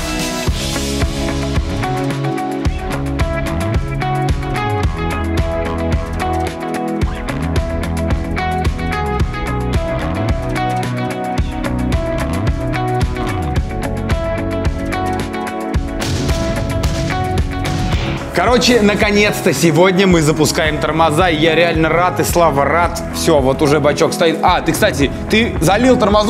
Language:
Russian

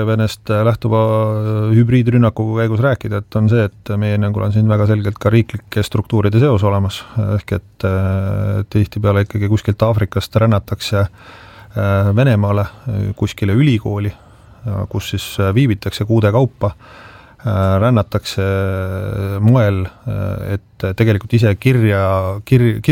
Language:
Estonian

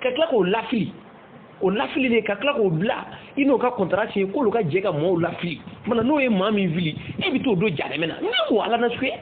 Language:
Bambara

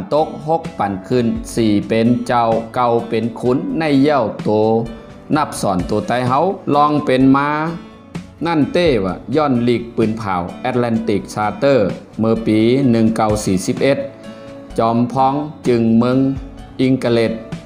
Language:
Shan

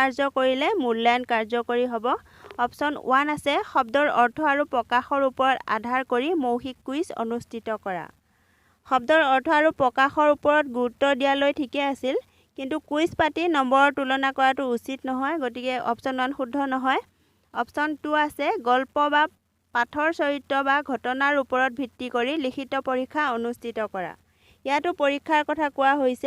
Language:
Assamese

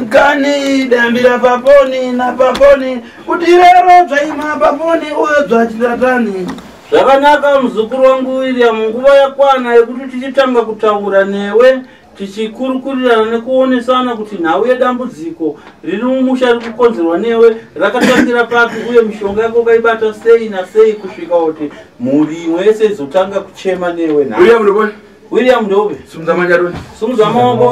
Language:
Shona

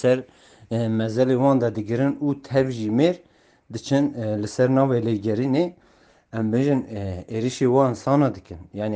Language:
Kurdish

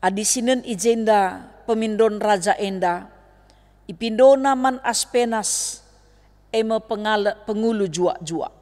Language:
Batak Karo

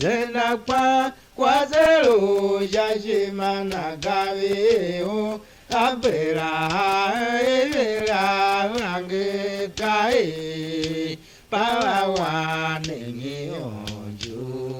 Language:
Tiv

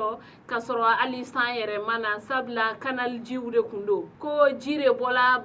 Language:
Bambara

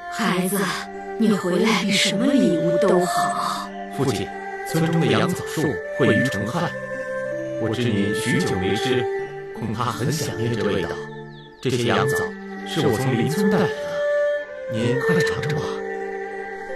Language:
Chinese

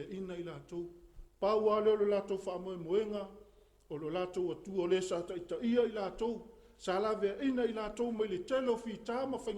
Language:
Samoan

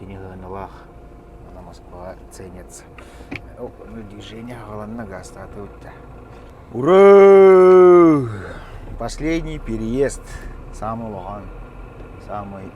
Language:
Yakut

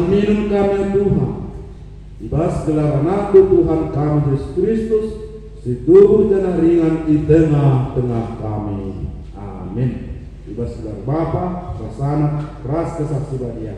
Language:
Batak Karo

